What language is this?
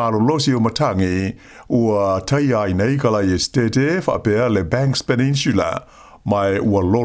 Samoan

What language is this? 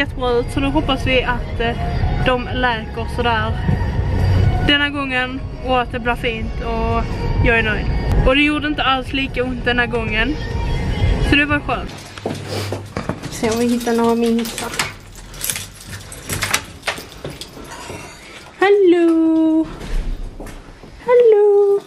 Swedish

